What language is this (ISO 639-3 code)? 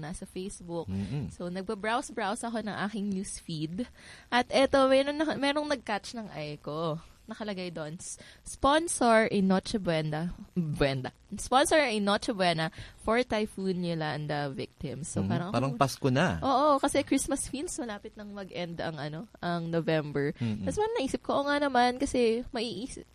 fil